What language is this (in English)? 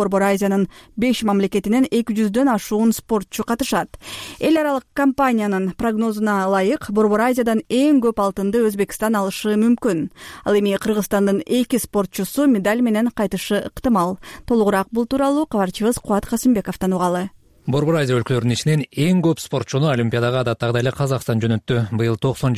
Kyrgyz